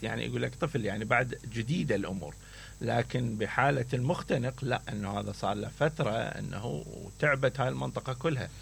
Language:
Mesopotamian Arabic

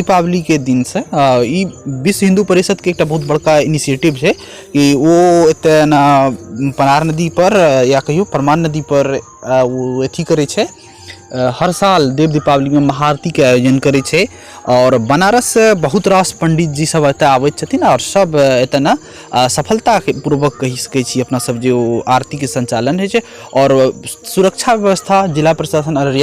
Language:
Maithili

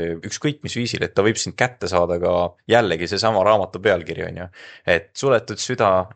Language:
Estonian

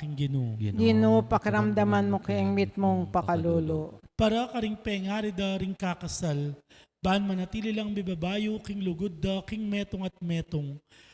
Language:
Pampanga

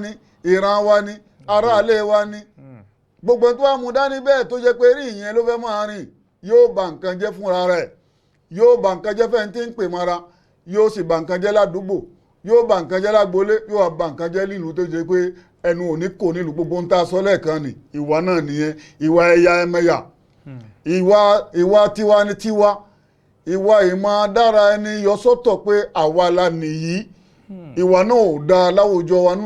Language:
Yoruba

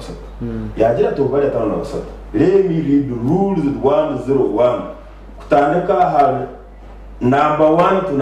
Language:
Nyankole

